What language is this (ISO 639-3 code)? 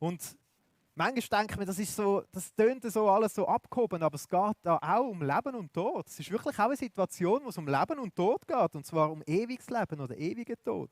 gsw